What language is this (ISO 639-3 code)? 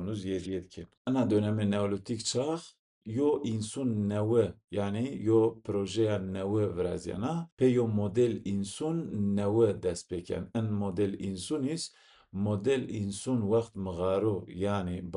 zza